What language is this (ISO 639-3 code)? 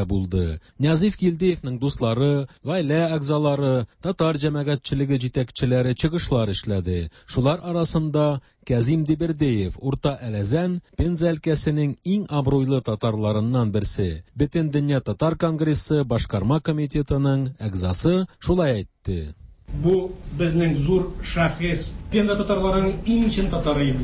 tat